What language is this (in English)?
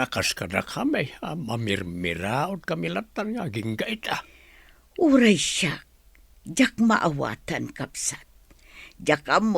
Iloko